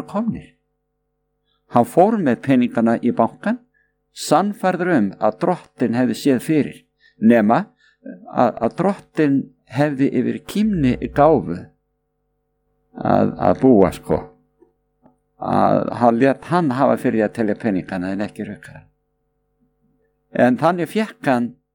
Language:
Icelandic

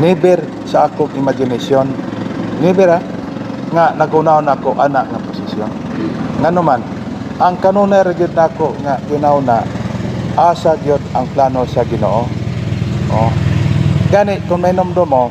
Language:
Cebuano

